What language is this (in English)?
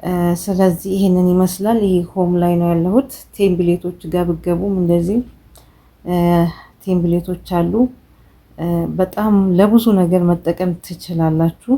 Amharic